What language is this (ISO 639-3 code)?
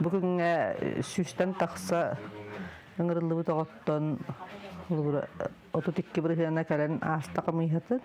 sah